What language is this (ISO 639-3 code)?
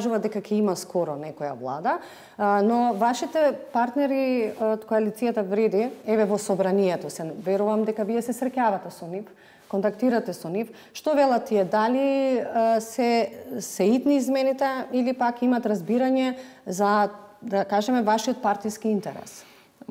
mkd